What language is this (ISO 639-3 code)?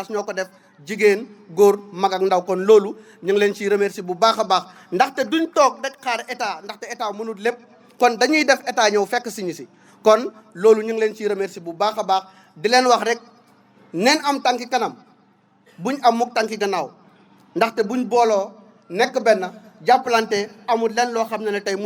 wol